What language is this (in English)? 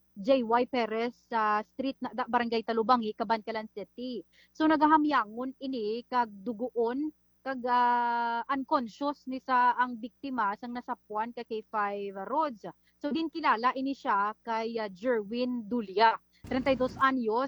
Hiligaynon